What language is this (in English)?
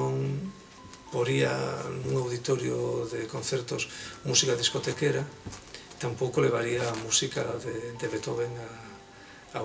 Galician